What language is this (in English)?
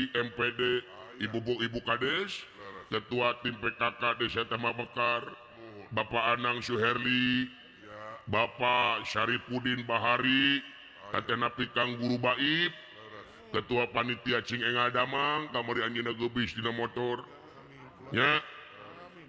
Sundanese